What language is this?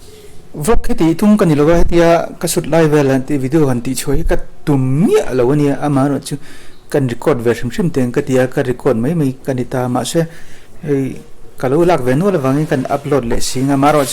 Mizo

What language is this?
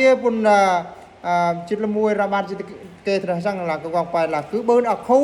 Eastern Bru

